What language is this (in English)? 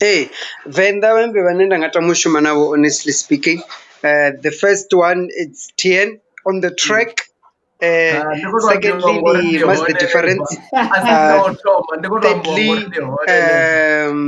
Venda